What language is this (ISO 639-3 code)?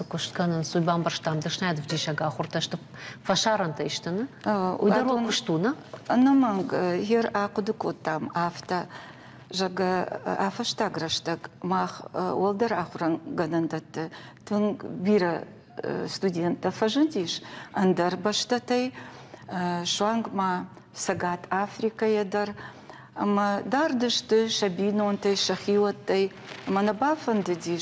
oss